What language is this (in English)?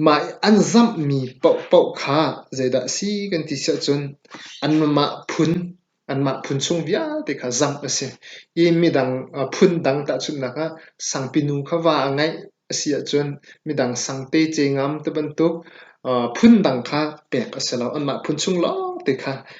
Hakha Chin